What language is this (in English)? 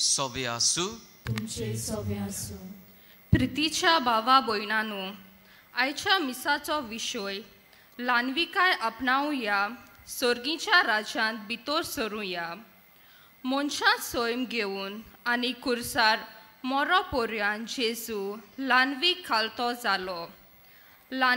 Konkani